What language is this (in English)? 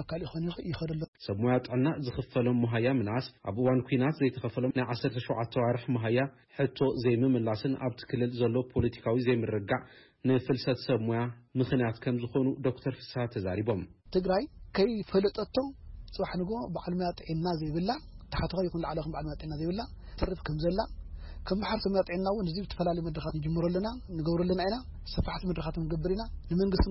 Tigrinya